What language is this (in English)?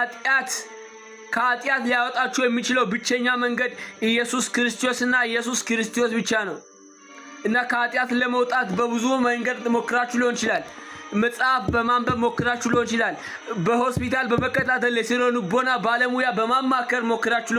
Amharic